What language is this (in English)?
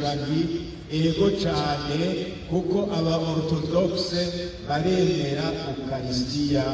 Rundi